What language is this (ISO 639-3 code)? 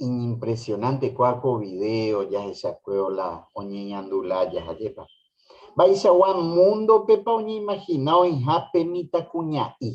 grn